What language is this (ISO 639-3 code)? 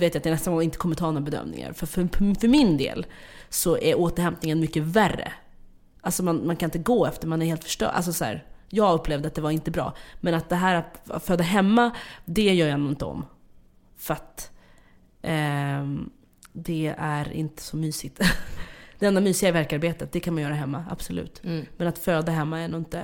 swe